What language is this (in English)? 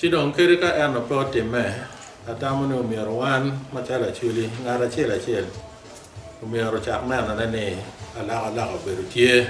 Acoli